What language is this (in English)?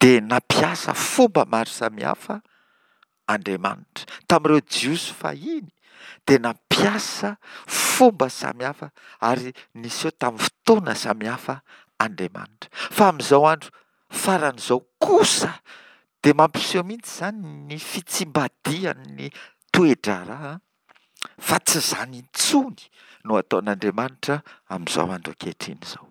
Malagasy